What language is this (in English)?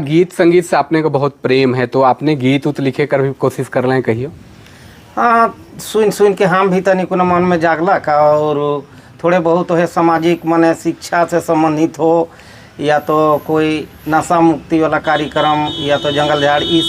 Sadri